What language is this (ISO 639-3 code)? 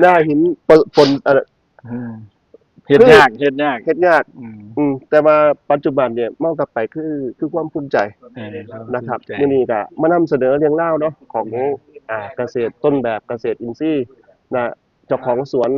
tts